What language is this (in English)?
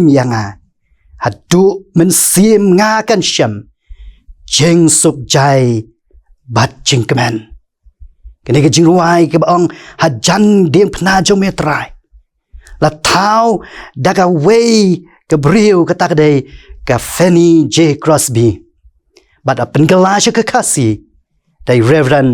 Khasi